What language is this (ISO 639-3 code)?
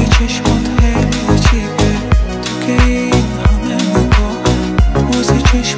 fas